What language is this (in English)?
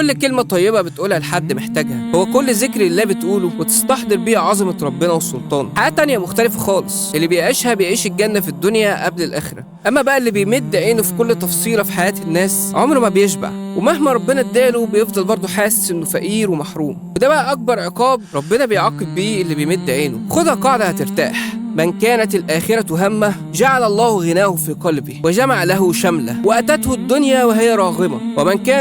Egyptian Arabic